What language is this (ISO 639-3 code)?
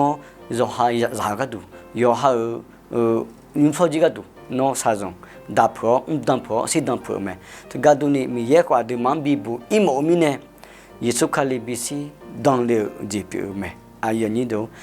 ahk